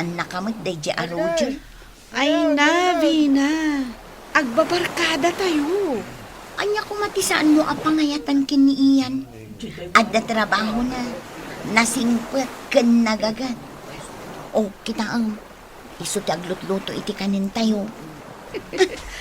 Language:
Iloko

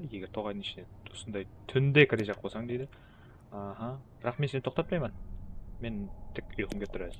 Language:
Kara-Kalpak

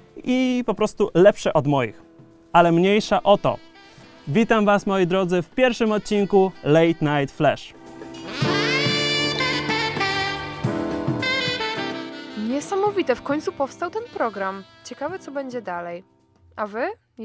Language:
Polish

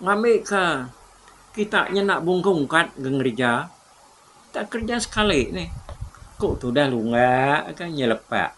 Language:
Iban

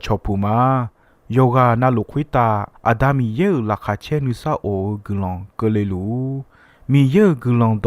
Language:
Akha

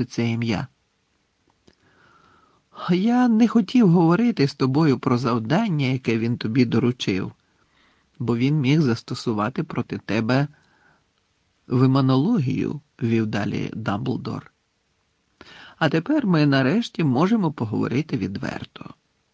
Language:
Ukrainian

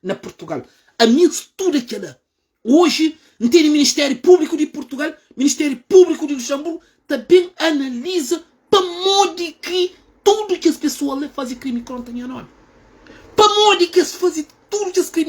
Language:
Kabuverdianu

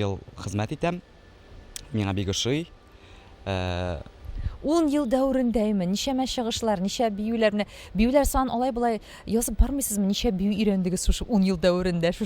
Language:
Tatar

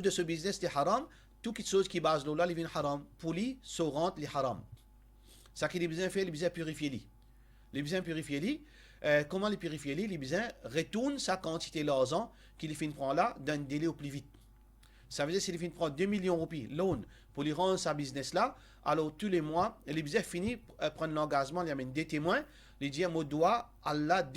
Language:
Morisyen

